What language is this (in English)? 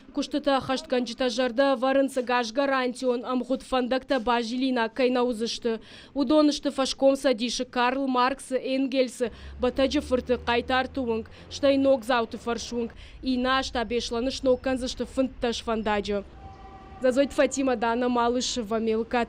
Ossetic